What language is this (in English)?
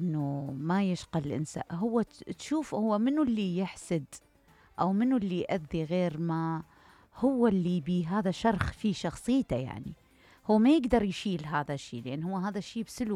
Mesopotamian Arabic